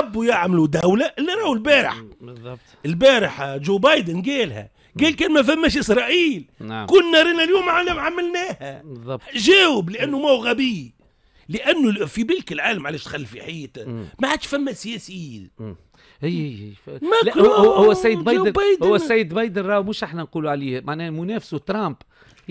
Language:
Tunisian Arabic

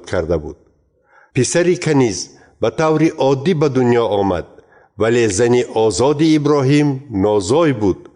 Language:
Tajik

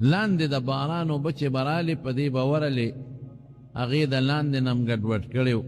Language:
Pashto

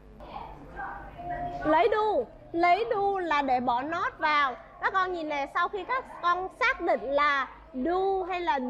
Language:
Vietnamese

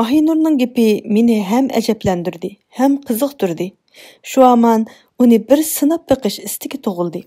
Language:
Uyghur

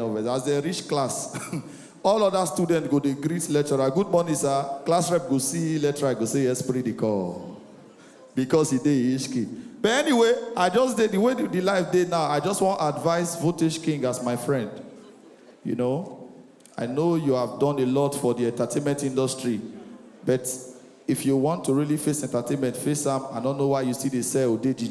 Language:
Nigerian Pidgin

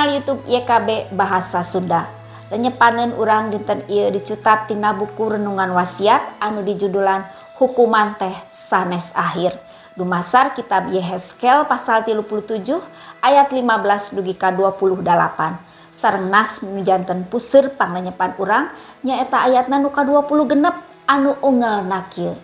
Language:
Sundanese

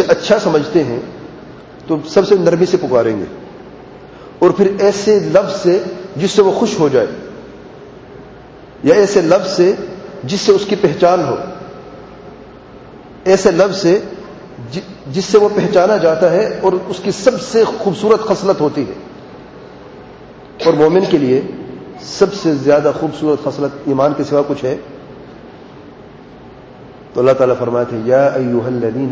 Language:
Urdu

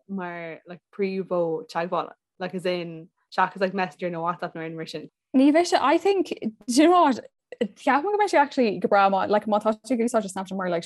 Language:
Irish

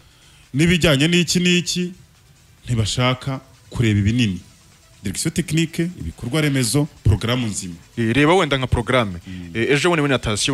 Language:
Kinyarwanda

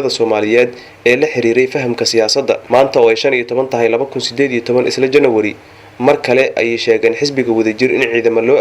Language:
Somali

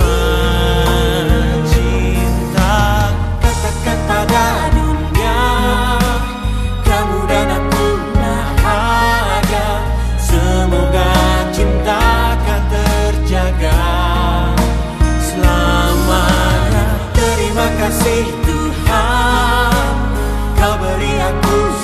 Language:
Indonesian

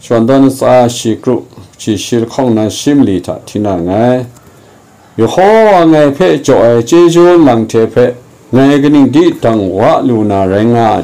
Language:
Kachin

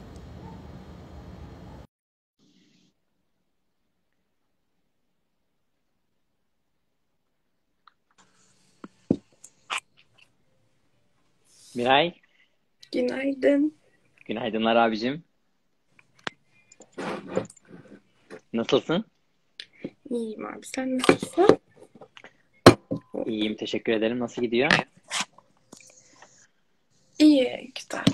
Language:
Turkish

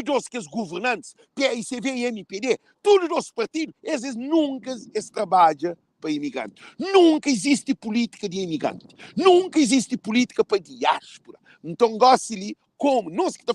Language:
Kabuverdianu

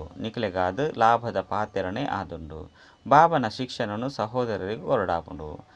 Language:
Tulu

